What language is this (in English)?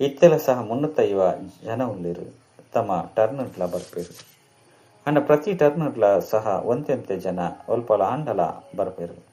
Tulu